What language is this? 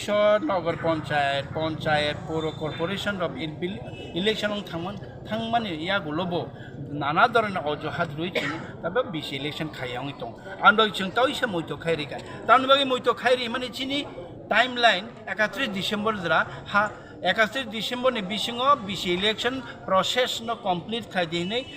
Kok Borok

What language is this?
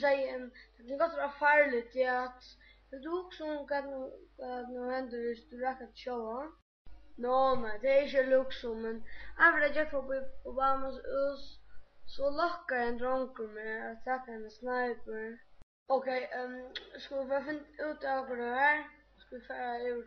Faroese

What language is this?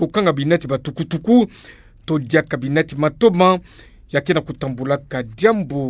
Kituba (Democratic Republic of Congo)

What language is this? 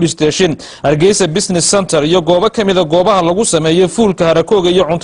Somali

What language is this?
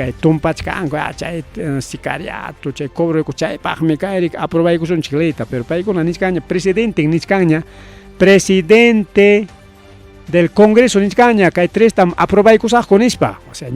Ayacucho Quechua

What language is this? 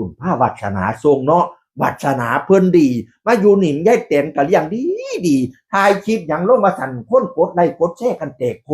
Northeastern Thai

